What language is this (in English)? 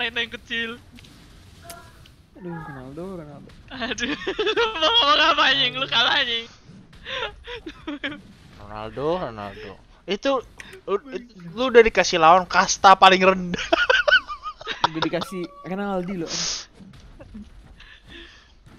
Indonesian